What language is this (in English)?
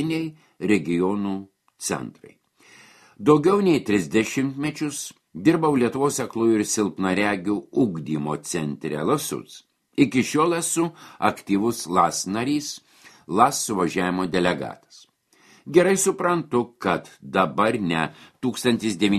Lithuanian